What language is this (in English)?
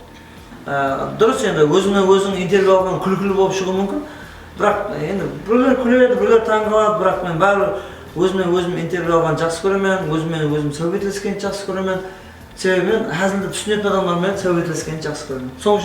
Kara-Kalpak